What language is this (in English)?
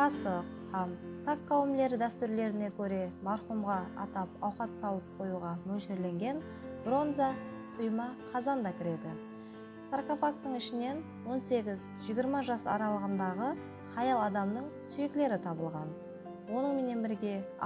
Kara-Kalpak